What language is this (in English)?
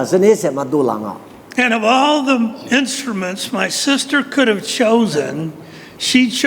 Lisu